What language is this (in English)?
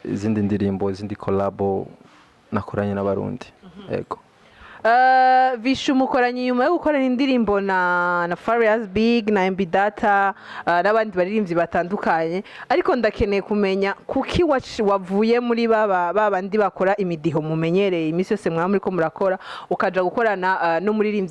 Rundi